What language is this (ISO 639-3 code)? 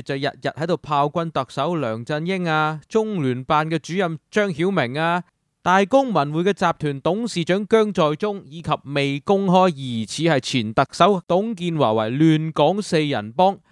yue